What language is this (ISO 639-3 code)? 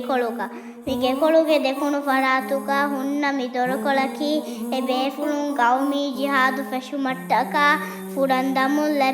div